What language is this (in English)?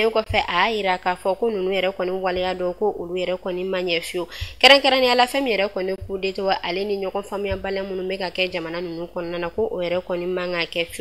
Bambara